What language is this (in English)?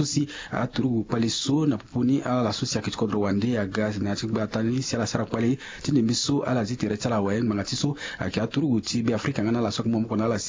Sango